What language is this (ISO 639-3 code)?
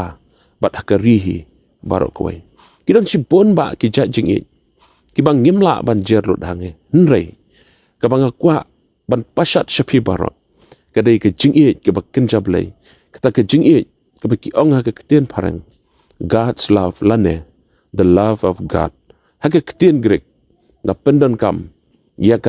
kha